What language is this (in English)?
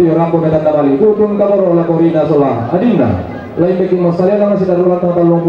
Toraja-Sa'dan